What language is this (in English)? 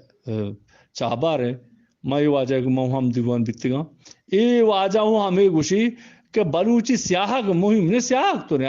Eastern Balochi